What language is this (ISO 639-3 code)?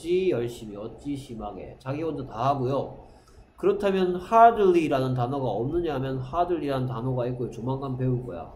kor